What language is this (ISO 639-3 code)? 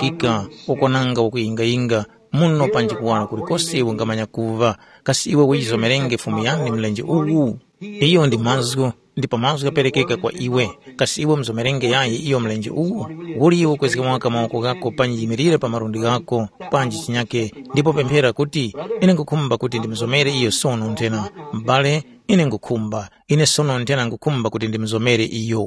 tum